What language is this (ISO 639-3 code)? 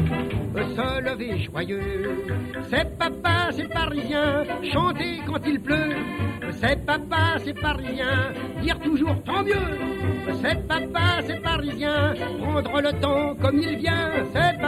fra